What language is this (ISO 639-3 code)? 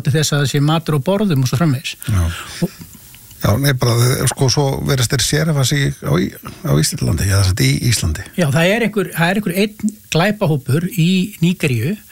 isl